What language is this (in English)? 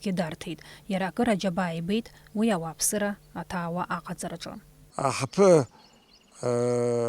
Abkhazian